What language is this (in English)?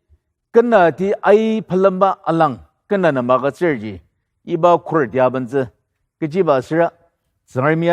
Ao Naga